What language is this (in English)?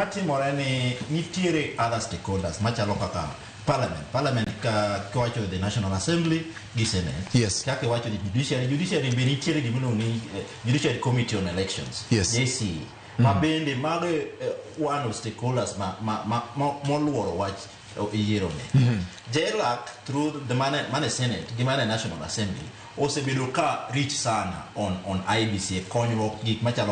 Luo (Kenya and Tanzania)